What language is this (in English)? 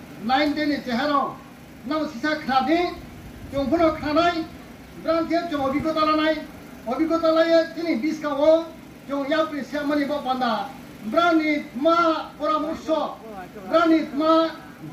Riang (India)